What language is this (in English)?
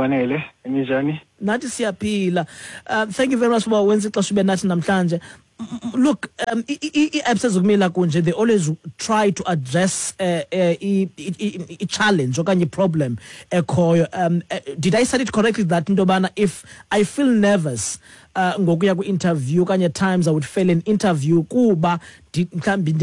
Xhosa